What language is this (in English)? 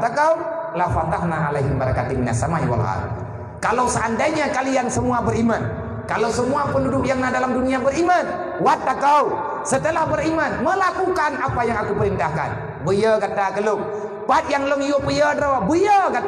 Achinese